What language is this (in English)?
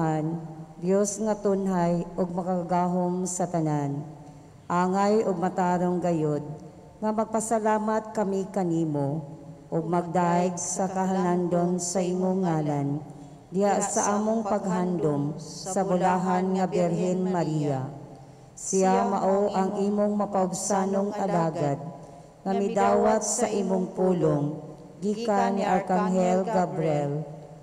Cebuano